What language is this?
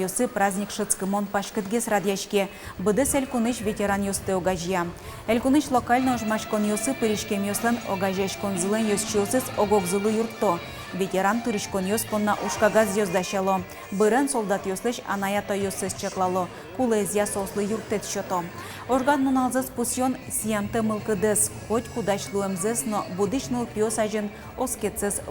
Udmurt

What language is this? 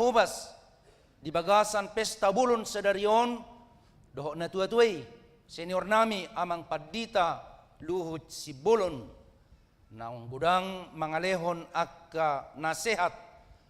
Batak Toba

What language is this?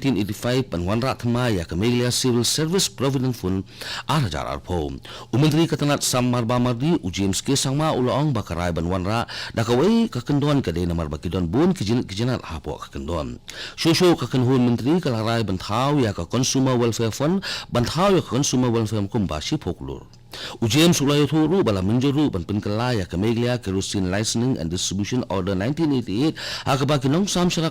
Khasi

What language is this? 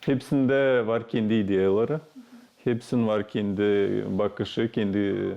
Gagauz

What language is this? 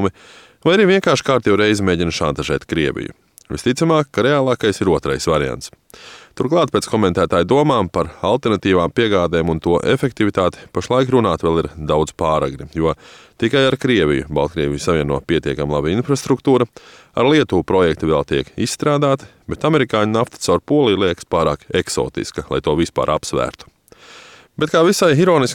Latvian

